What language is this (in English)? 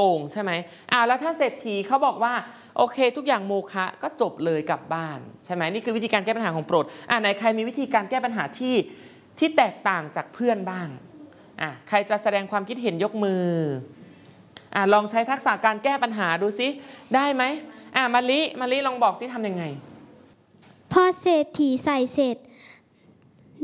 Thai